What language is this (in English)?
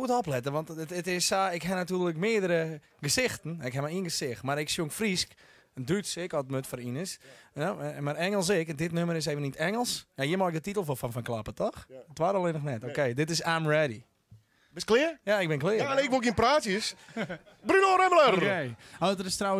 Western Frisian